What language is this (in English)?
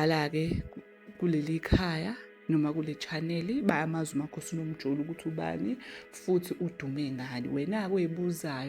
Zulu